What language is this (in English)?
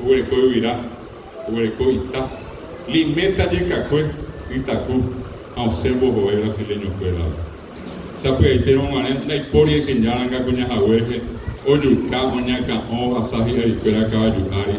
Guarani